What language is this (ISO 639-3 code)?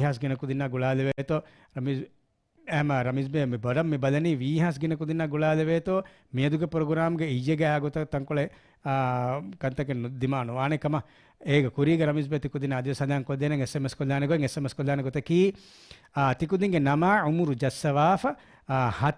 div